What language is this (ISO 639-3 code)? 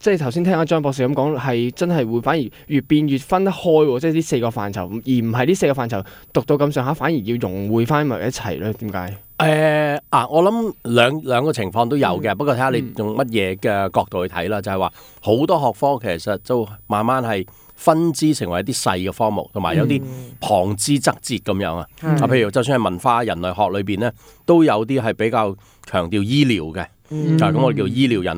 yue